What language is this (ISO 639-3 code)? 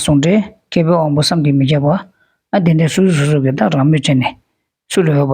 bod